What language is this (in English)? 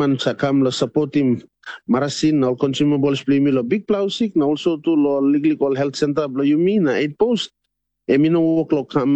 Tok Pisin